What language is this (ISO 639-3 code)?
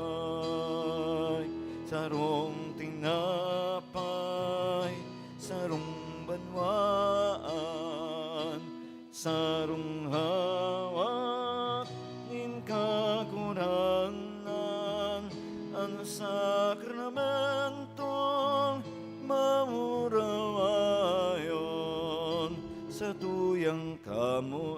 bik